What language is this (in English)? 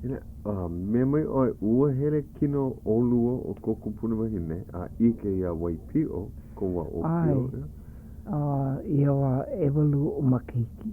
Hawaiian